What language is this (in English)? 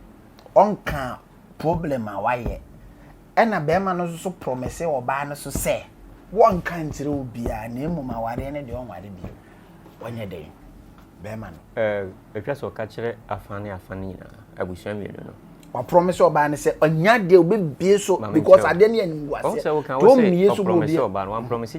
Akan